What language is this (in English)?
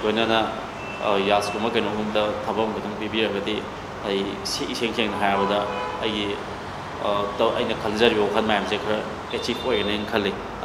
Manipuri